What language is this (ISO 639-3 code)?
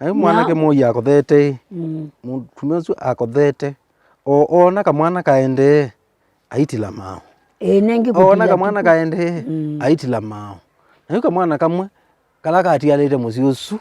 kam